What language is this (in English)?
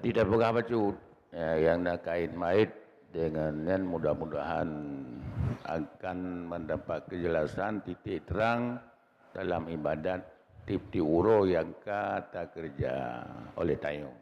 Achinese